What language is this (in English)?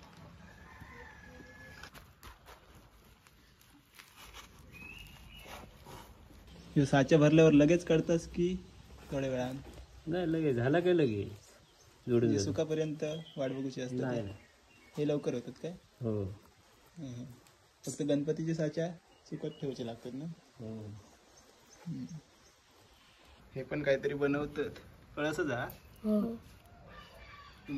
Marathi